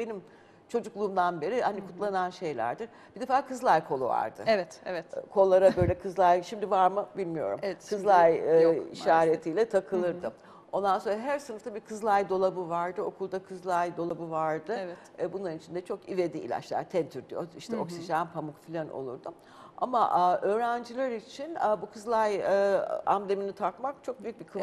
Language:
Turkish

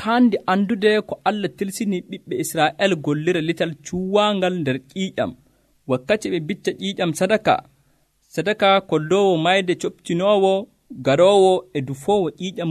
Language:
Nigerian Fulfulde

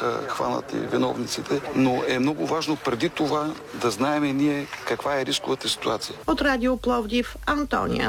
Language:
Bulgarian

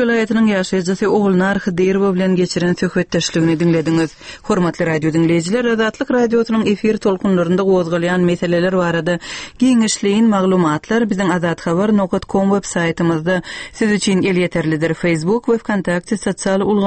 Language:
Turkmen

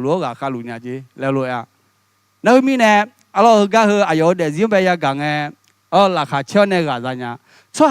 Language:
Akha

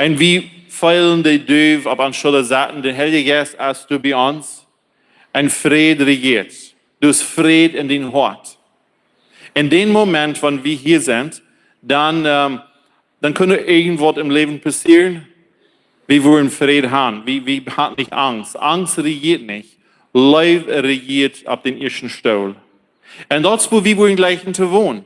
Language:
Plautdietsch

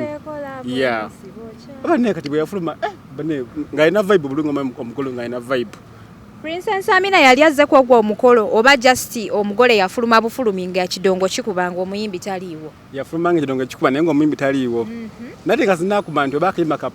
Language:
Ganda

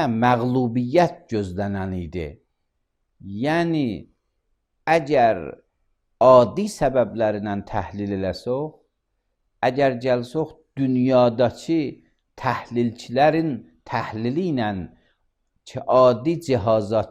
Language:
Azerbaijani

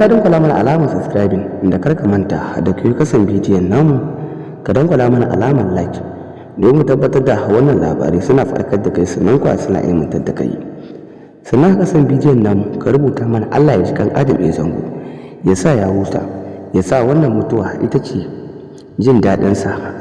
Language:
Hausa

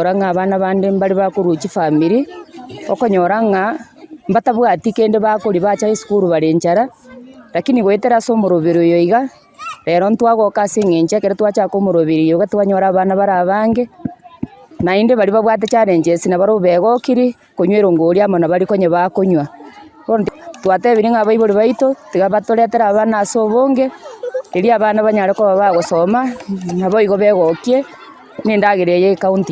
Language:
Gusii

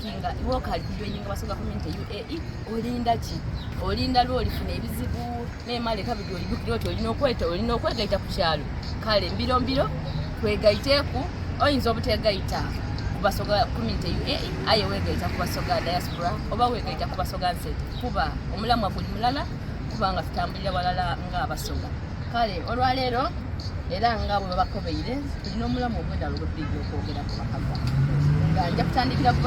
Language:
Soga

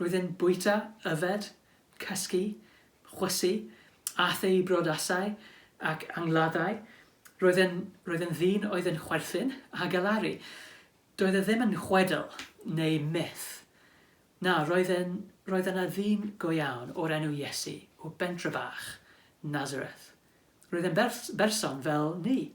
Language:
Welsh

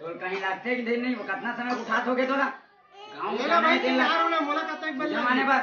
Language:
Chhattisgarhi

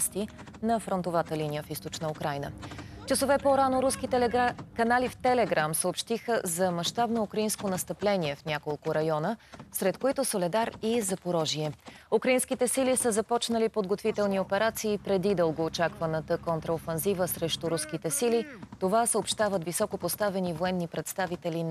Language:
Bulgarian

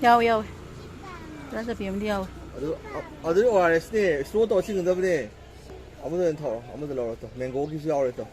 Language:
Manipuri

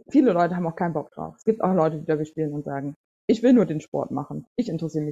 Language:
German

